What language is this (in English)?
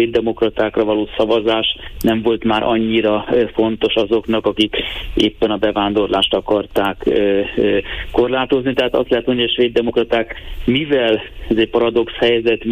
Hungarian